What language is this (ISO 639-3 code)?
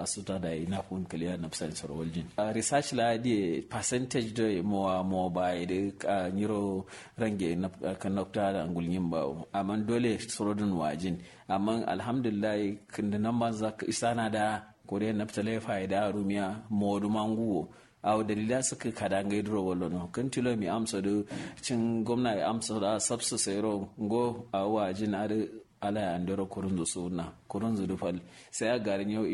kau